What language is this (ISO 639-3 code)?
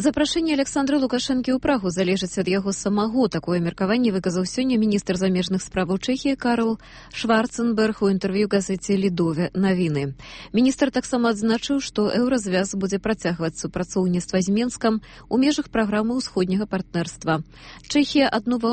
bel